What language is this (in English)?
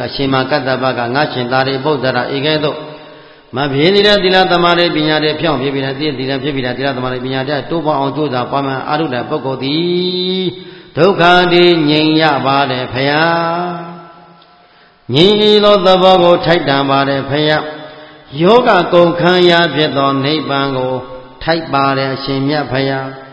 Burmese